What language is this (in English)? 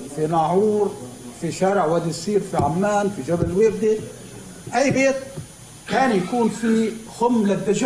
North Levantine Arabic